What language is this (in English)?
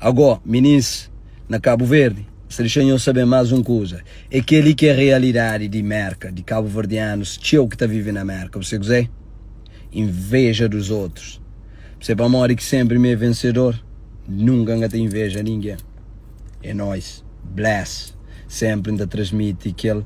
Kabuverdianu